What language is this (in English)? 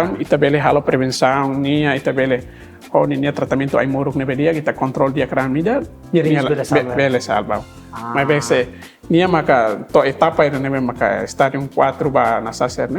Tetum